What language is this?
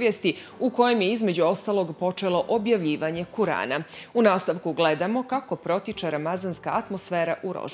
Bosnian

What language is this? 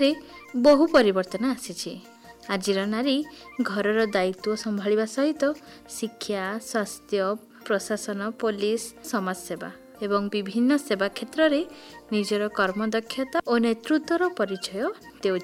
Odia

